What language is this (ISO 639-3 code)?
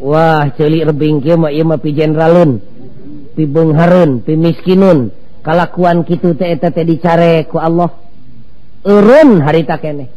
sun